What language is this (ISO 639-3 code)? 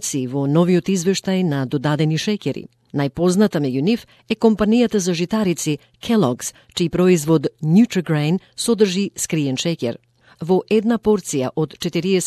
mkd